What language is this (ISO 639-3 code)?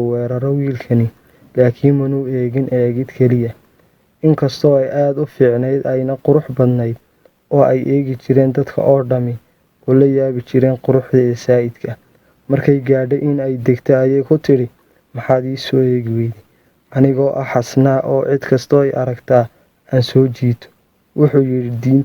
som